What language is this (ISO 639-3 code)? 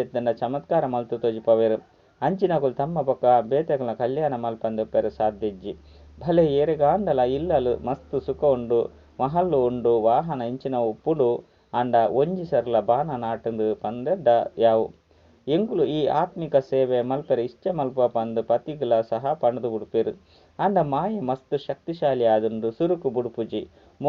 tcy